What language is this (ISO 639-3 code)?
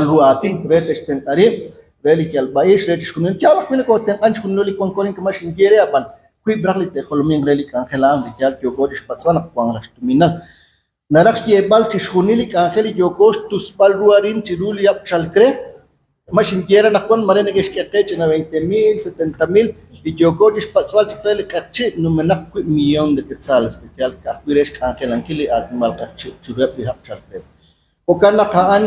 kek